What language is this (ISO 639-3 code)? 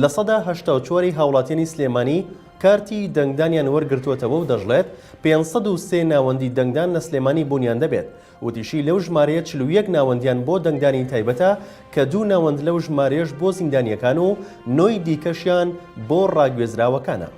ckb